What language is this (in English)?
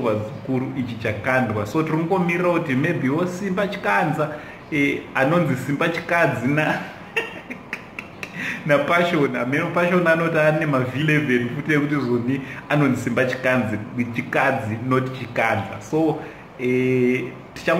Shona